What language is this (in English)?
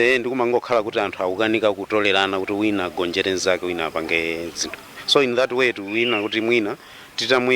Nyanja